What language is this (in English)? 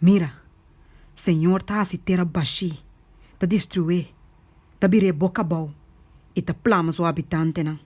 Papiamento